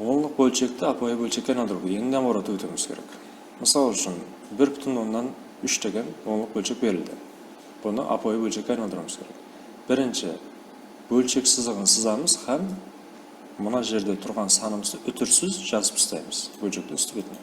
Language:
Kara-Kalpak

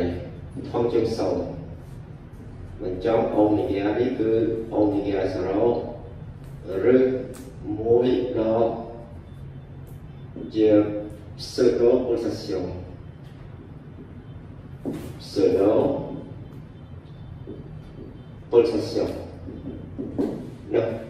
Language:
Vietnamese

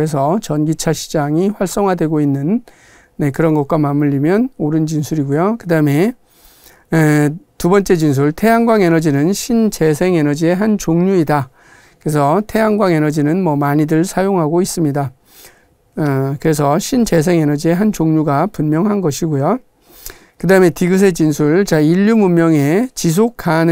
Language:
Korean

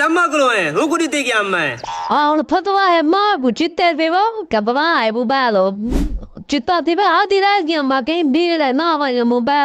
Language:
Saraiki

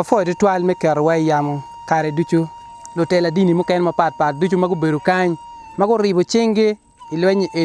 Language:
Acoli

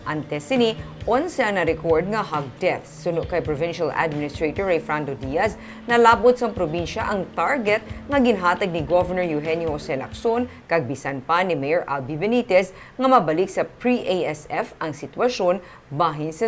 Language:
Hiligaynon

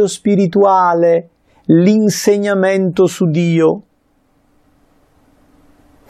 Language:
Italian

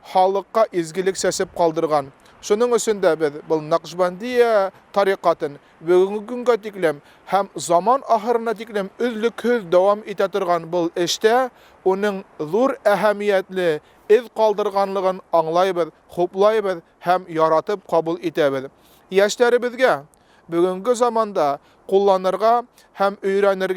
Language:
Bashkir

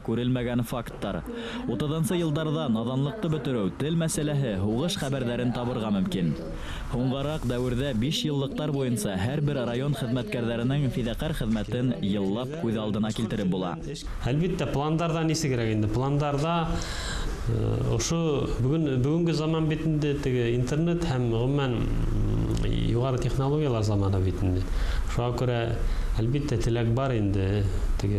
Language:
Bashkir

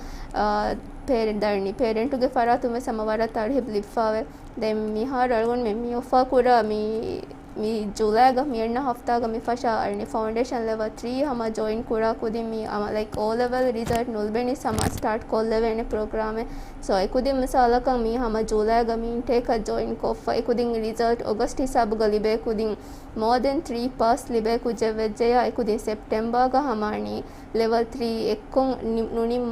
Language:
Divehi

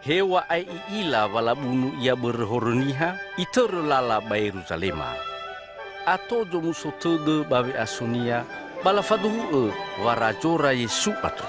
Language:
Nias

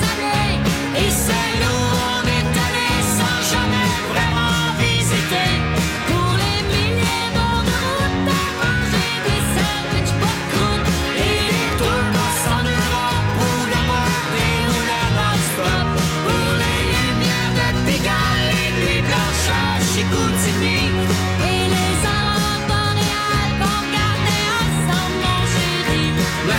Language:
French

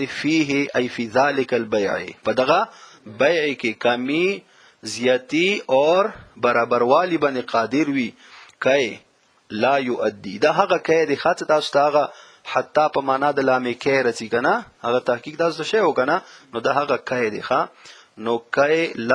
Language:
Pashto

